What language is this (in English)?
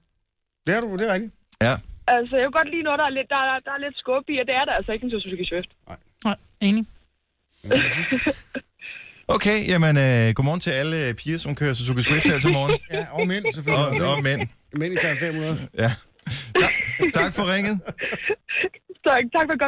Danish